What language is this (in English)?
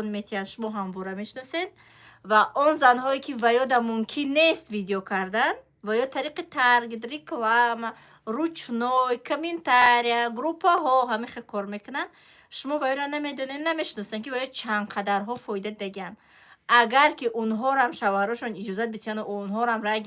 Tajik